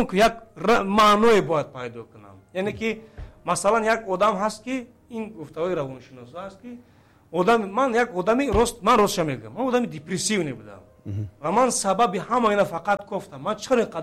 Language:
Tajik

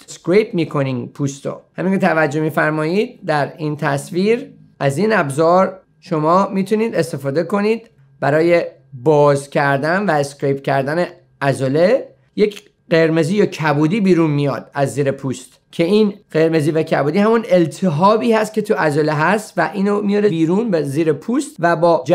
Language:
Persian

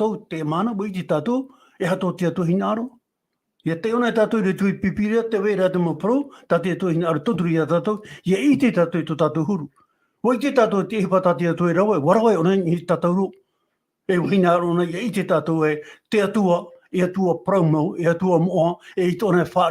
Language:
Tahitian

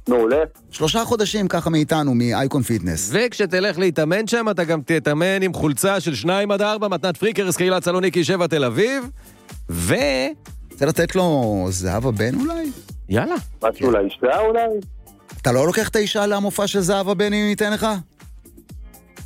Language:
Hebrew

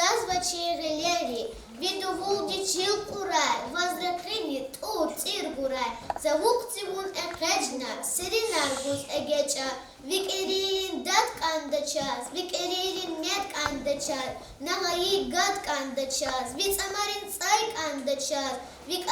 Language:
Lezghian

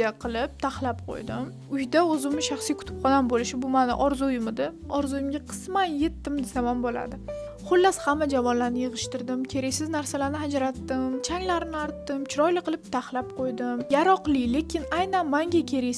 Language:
Uzbek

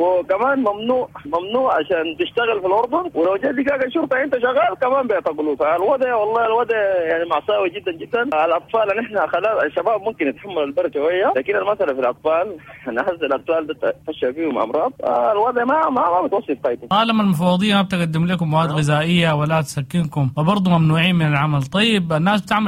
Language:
Sudanese Arabic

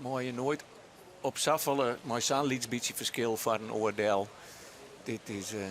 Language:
Western Frisian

